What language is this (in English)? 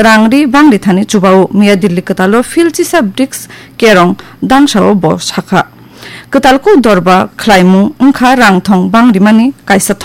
Kok Borok